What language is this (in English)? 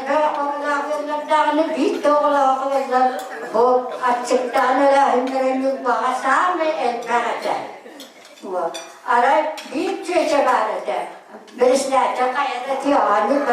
Yakut